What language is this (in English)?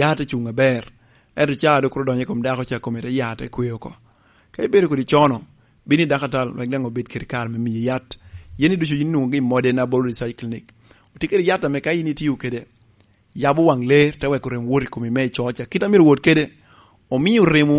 Lango (Uganda)